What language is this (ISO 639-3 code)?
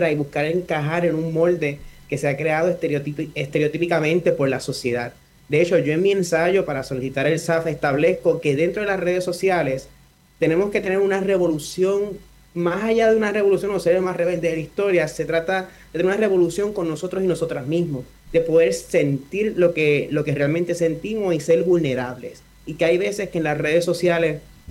spa